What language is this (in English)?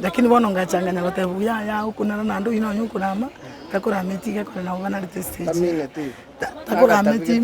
Gusii